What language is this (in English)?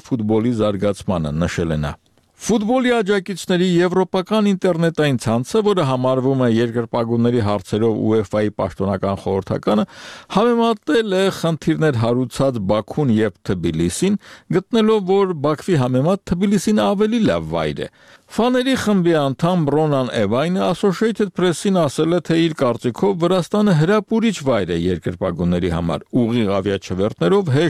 Armenian